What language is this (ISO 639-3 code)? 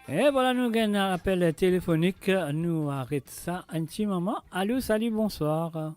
mfe